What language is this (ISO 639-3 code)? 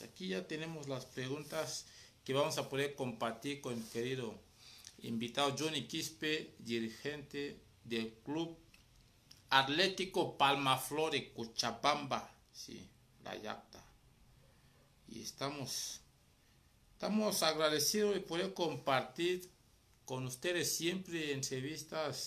spa